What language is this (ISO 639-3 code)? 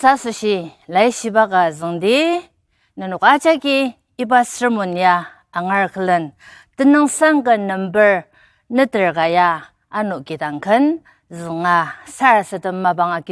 njo